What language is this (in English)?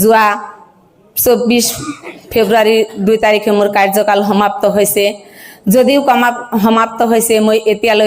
Assamese